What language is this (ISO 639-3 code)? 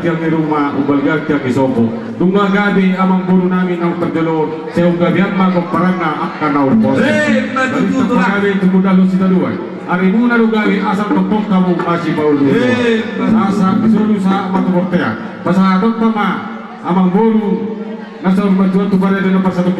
bbc